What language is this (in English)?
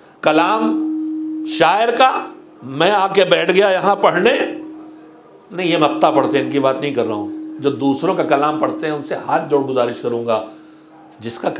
Urdu